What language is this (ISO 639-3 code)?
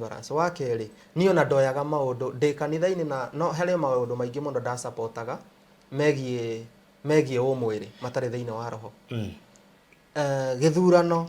kik